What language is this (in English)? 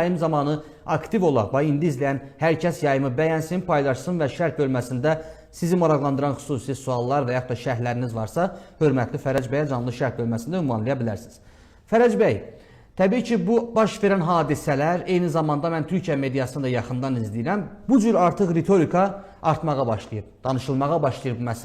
Azerbaijani